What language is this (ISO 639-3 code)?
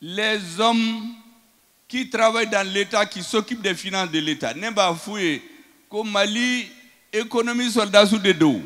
bam